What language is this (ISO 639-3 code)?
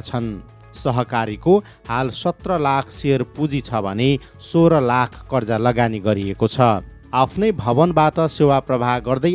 nep